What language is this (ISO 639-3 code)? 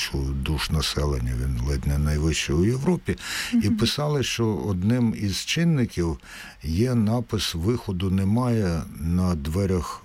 ukr